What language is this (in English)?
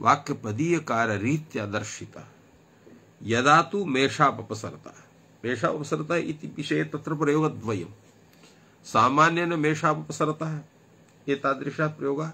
Sanskrit